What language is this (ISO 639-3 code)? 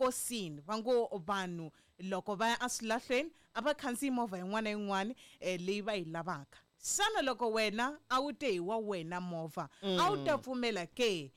tso